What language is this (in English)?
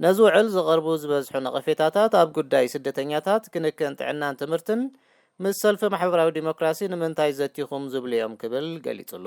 Tigrinya